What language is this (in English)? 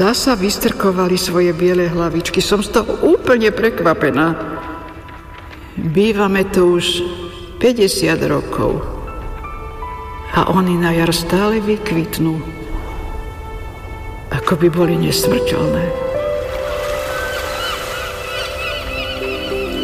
Slovak